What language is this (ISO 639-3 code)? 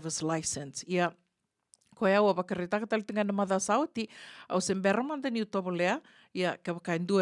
fij